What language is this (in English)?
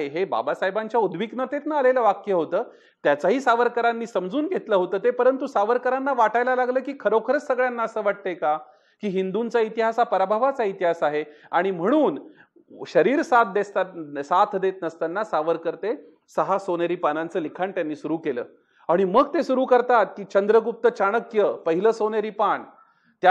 Marathi